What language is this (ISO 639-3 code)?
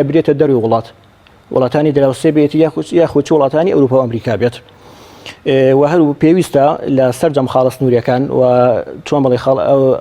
ckb